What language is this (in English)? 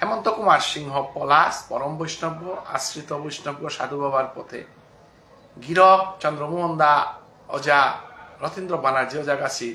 Bishnupriya